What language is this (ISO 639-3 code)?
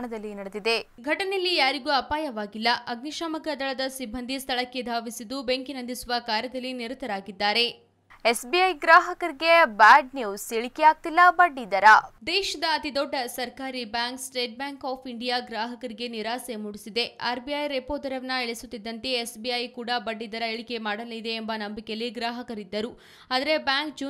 kan